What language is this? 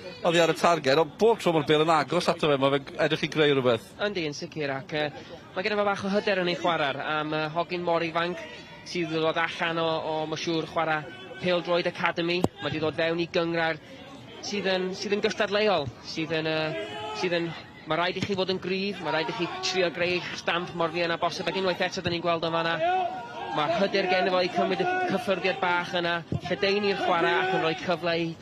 Welsh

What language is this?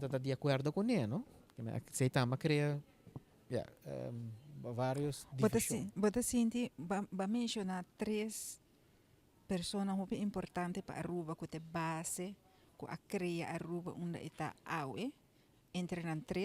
Papiamento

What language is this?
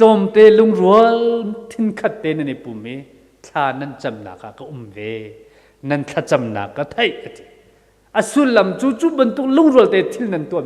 Hakha Chin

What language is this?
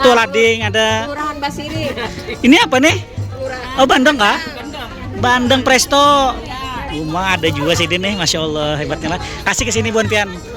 Banjar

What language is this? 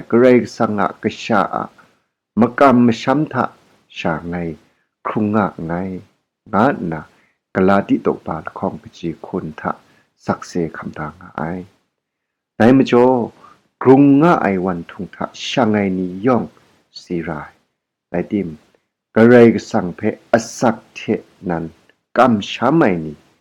Kachin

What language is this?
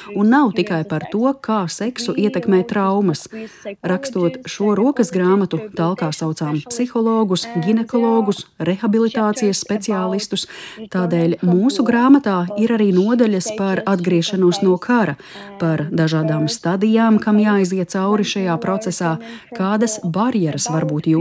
Latvian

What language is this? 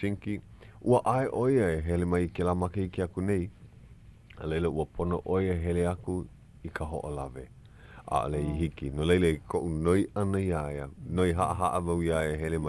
Hawaiian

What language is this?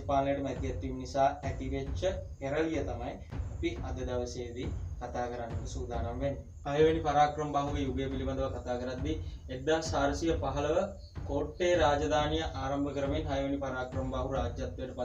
Sinhala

